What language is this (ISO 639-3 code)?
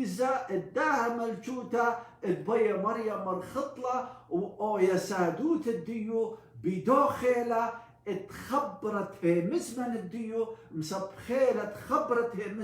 aii